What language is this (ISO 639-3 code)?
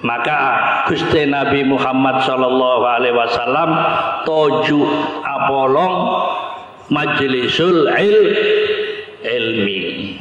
mad